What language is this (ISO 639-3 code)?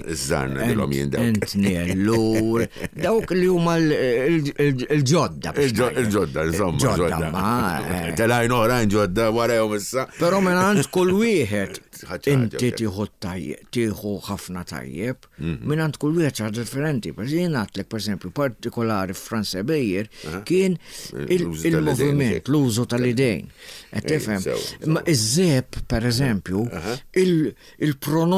mlt